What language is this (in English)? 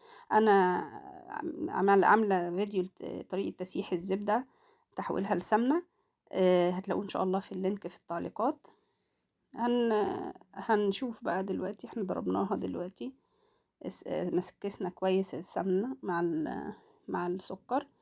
Egyptian Arabic